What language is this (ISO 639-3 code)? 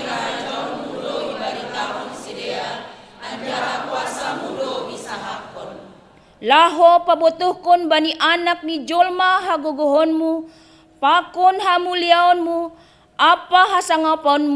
bts